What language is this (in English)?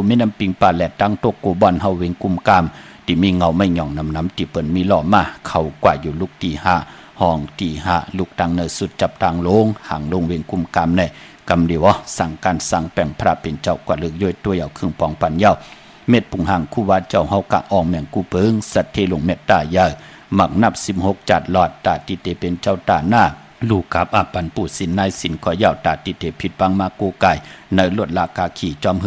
Shan